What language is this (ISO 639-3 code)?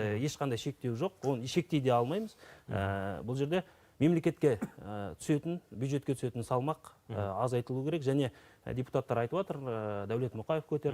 kaz